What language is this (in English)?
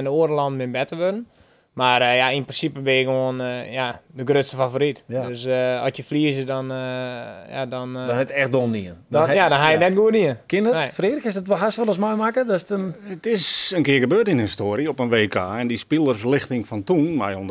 Western Frisian